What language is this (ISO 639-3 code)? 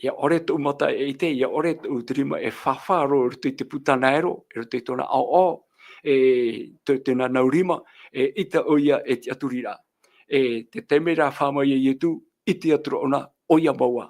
tah